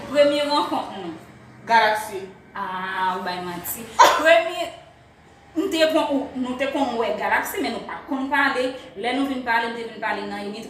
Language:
Haitian Creole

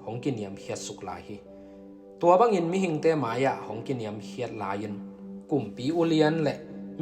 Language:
Tedim Chin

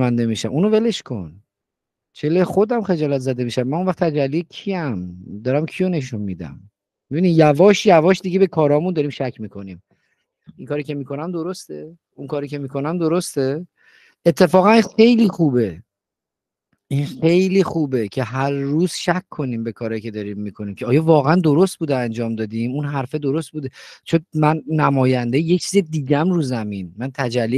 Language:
Persian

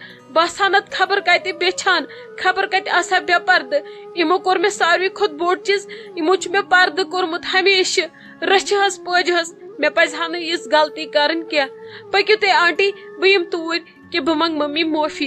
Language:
Kashmiri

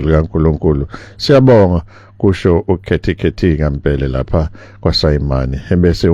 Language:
Zulu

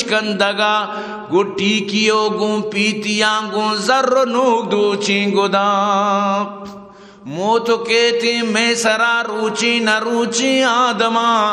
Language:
Eastern Balochi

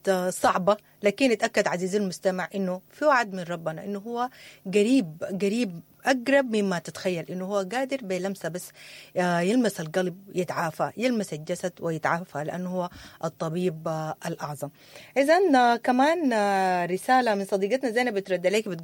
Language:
Sudanese Arabic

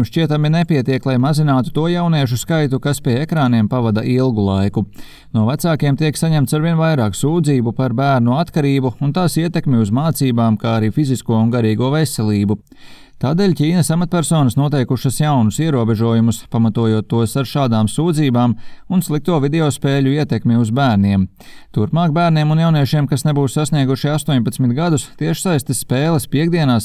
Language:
Latvian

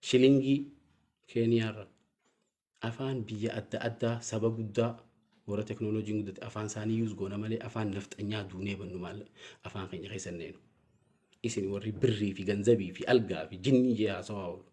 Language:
Oromo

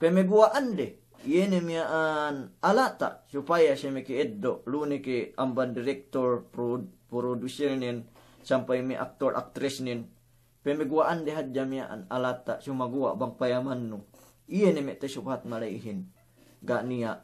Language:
Yakan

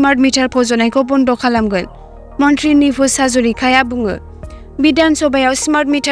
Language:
Bodo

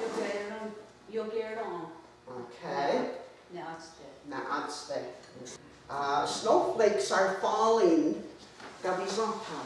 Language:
Mohawk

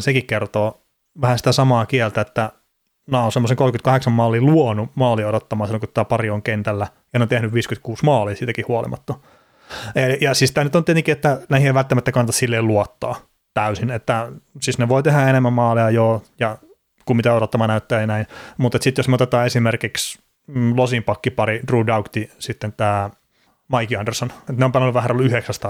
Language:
Finnish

